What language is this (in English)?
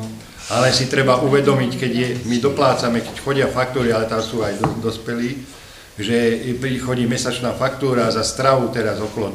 Slovak